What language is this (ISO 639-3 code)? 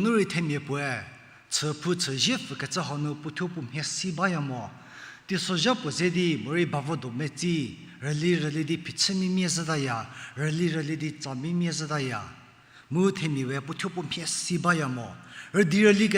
njm